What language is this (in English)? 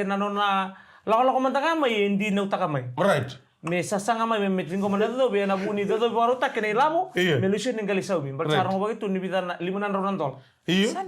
Fijian